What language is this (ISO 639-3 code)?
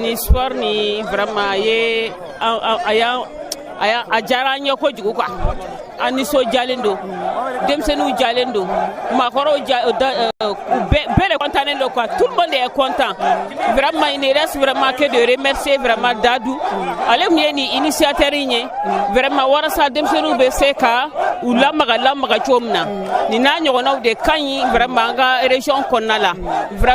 bam